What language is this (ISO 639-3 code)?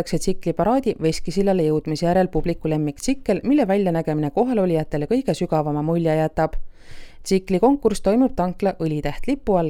est